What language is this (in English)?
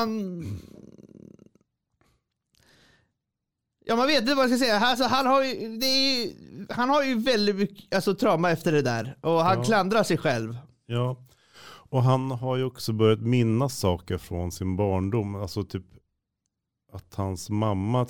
Swedish